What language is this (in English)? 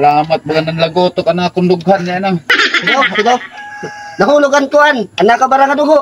Waray